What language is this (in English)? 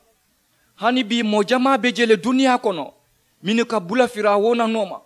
Mandingo